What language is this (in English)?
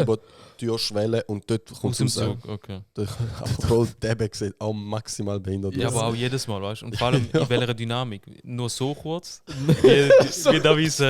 Swiss German